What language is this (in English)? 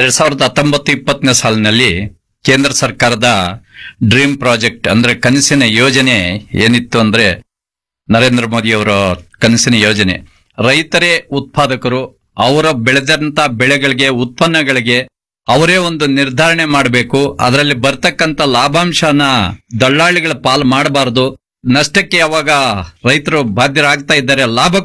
Kannada